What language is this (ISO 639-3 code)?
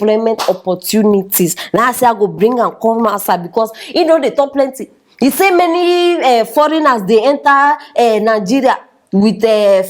pcm